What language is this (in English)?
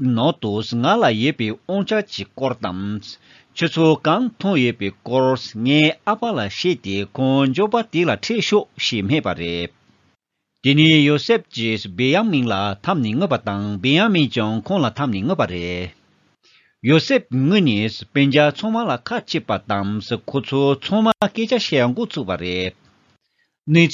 Tibetan